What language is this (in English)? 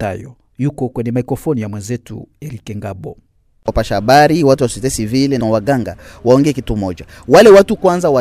Swahili